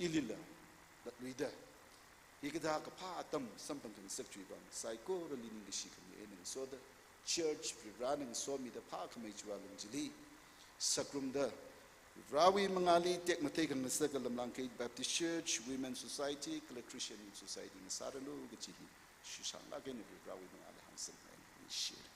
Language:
Tangkhul Naga (India)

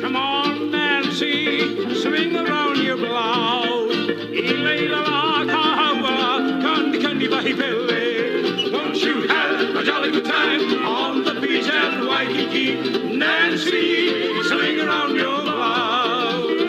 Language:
Hawaiian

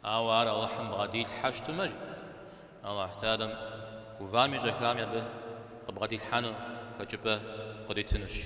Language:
Kabardian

